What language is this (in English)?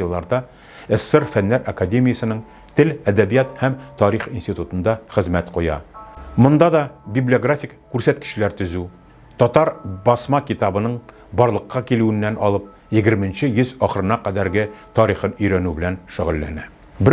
Tatar